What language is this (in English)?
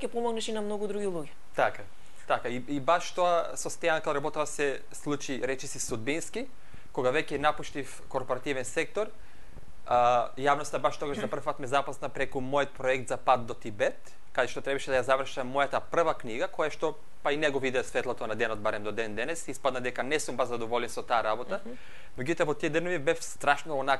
Macedonian